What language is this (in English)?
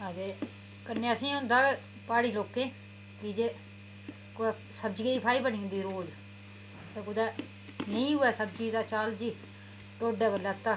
Dogri